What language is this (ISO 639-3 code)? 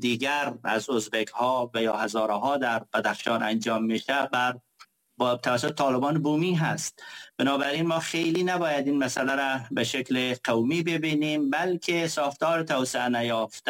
fas